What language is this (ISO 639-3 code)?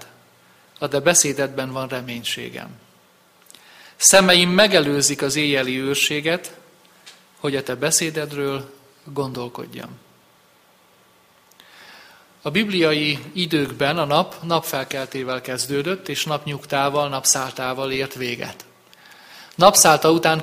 hun